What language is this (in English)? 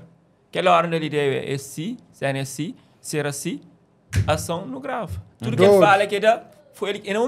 Kabuverdianu